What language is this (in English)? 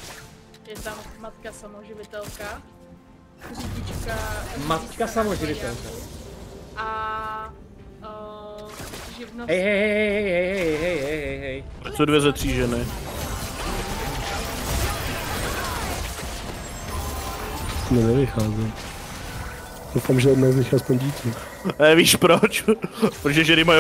Czech